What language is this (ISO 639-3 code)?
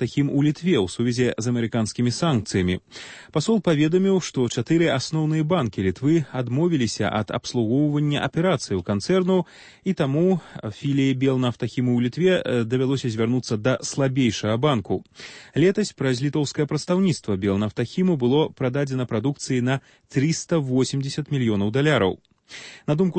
bel